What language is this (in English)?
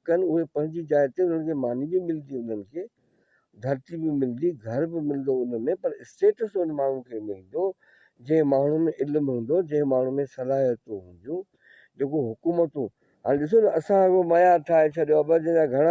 Sindhi